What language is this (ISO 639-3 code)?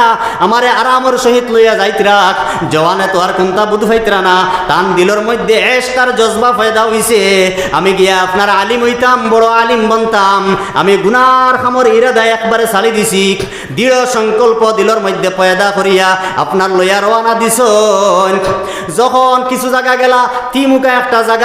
syl